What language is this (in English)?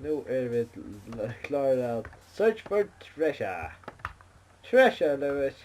Faroese